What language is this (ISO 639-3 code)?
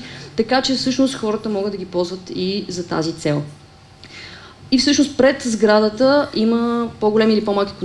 bul